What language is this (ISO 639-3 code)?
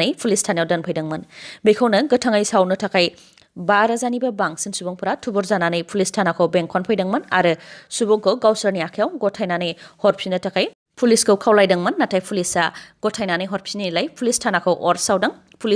brx